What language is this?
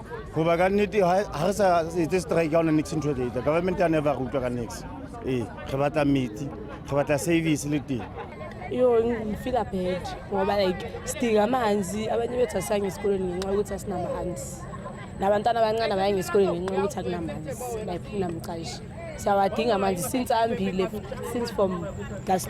Zulu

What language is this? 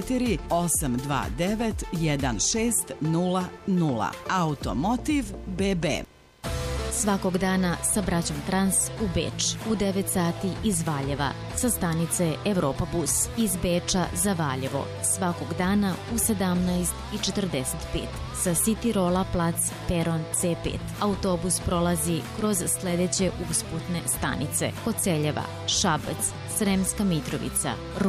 Serbian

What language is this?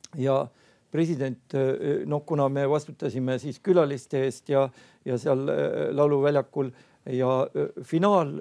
Estonian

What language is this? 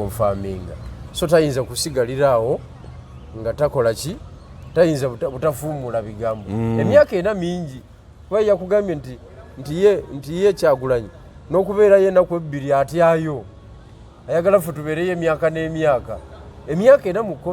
Ganda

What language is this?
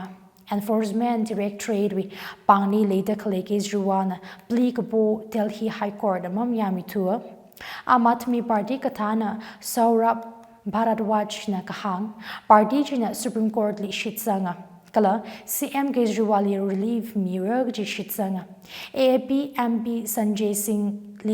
Tangkhul Naga (India)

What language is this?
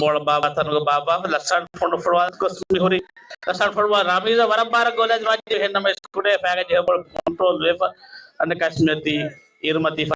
Divehi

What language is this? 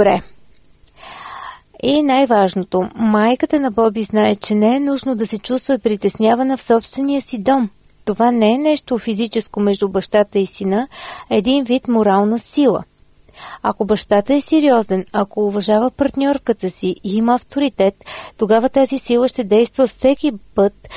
Bulgarian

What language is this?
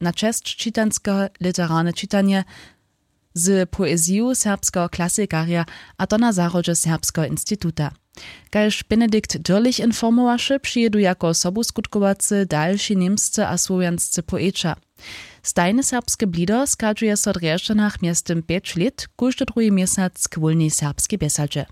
Upper Sorbian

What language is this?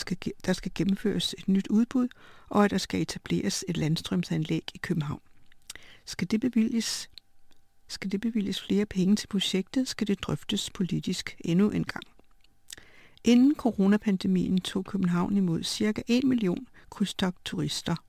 Danish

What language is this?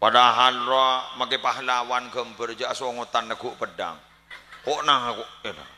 Madurese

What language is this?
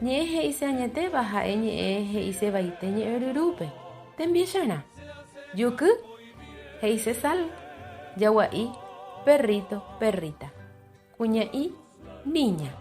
Guarani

